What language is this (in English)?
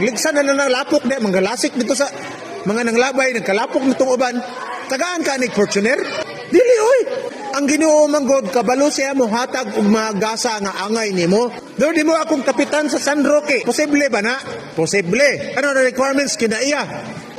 Cebuano